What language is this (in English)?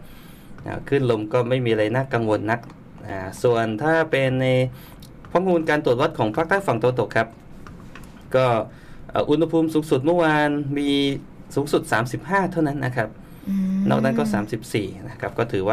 Thai